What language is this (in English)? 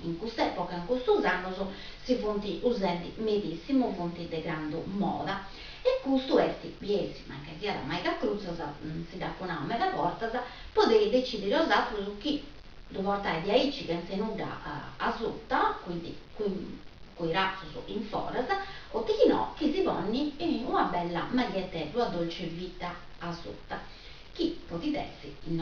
Sardinian